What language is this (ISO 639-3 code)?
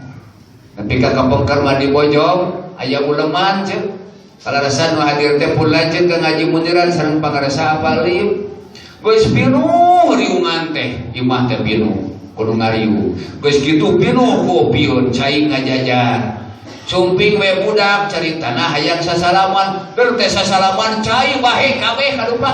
sun